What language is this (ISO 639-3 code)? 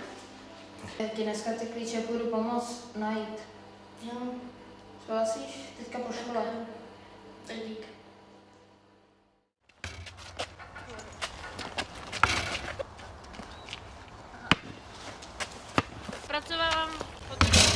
ces